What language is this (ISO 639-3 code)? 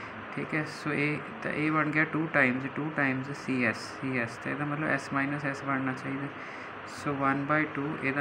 pan